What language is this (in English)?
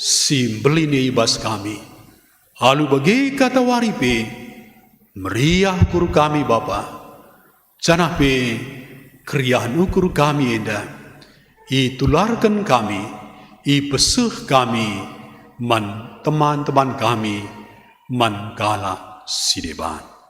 Batak Karo